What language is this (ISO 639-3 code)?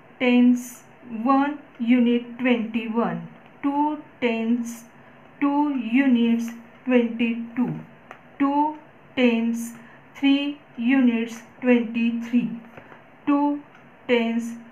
mar